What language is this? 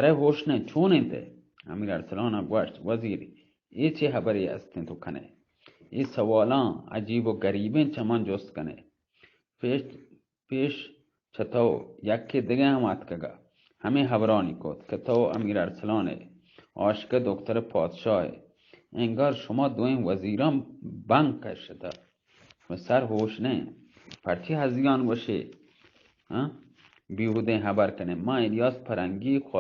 Baluchi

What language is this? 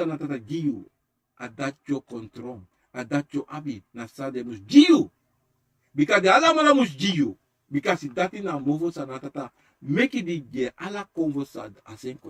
Sranan Tongo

